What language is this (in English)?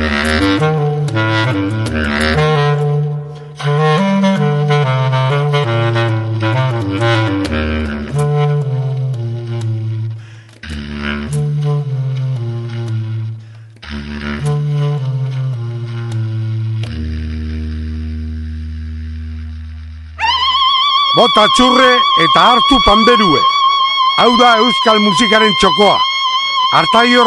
Basque